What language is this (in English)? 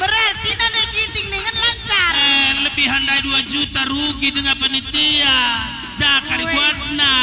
Batak Karo